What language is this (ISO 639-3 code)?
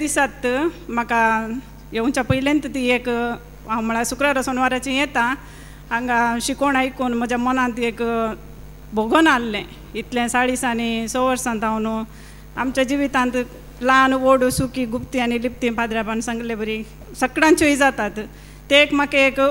kok